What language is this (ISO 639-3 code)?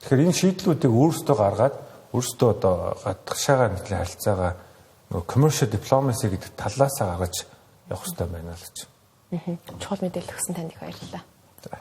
mon